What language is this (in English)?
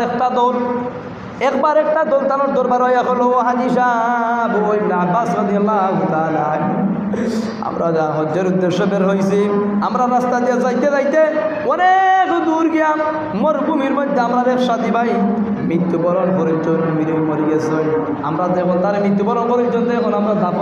Sylheti